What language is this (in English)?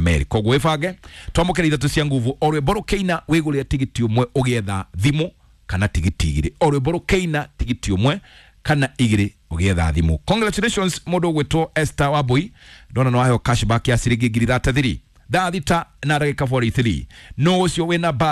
Kikuyu